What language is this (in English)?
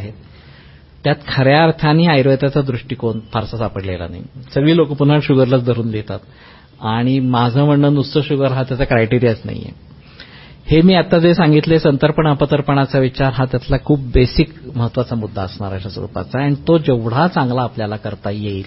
Marathi